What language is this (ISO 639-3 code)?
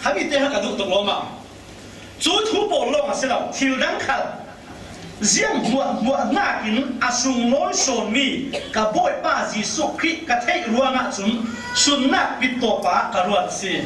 cfm